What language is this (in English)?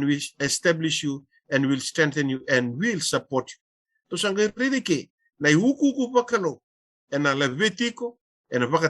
Fijian